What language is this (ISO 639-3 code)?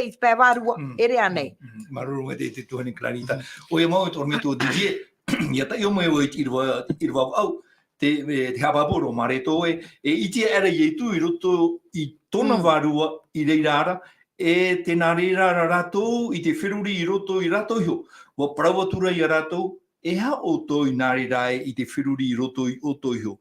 tah